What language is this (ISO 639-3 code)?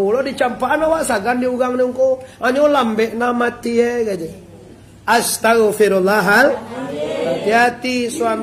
min